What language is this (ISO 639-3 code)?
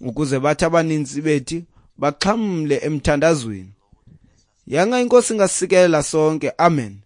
xho